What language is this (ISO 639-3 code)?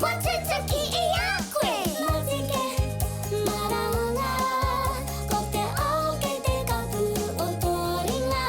mri